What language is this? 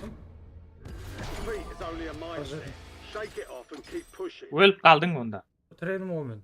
Kara-Kalpak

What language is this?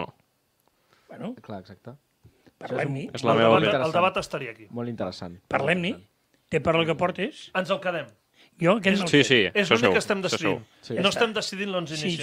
Catalan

